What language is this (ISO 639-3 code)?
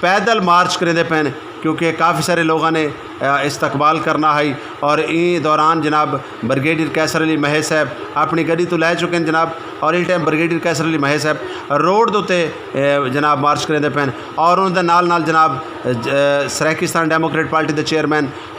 skr